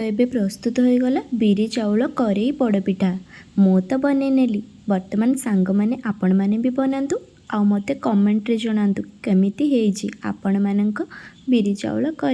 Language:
Odia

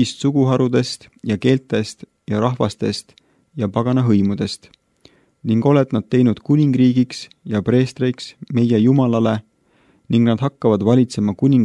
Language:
Estonian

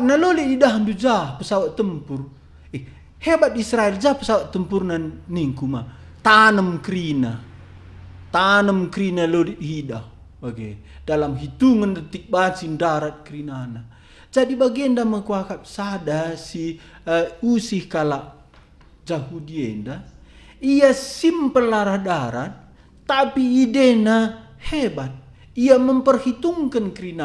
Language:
Batak Karo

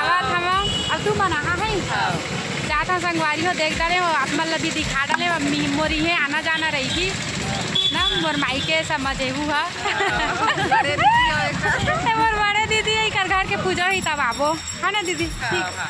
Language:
Chhattisgarhi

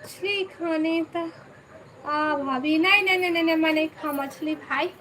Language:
Chhattisgarhi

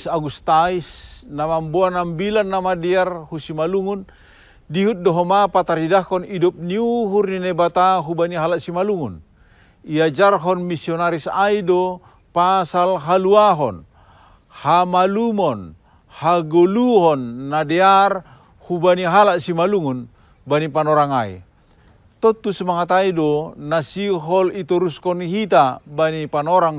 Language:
Batak Simalungun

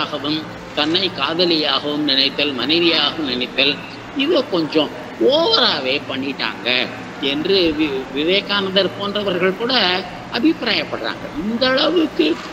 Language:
Tamil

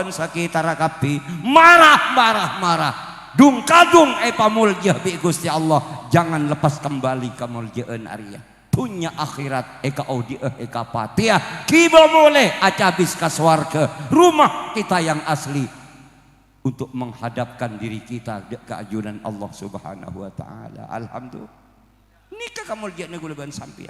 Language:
Madurese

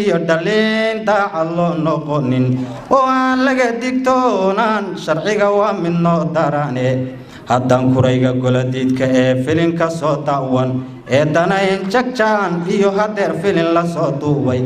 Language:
Somali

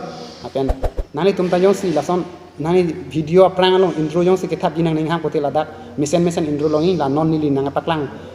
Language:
Karbi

